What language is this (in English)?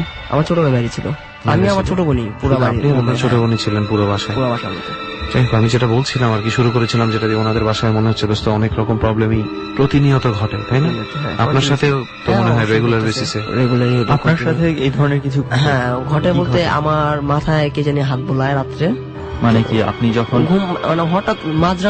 Bangla